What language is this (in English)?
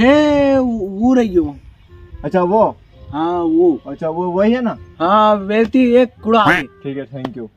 Rajasthani